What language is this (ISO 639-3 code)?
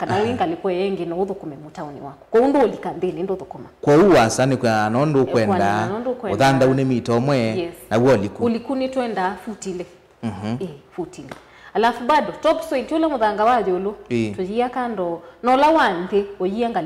kam